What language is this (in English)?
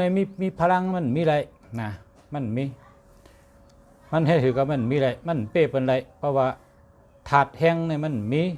Shan